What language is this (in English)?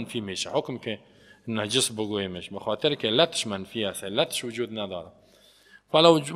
Persian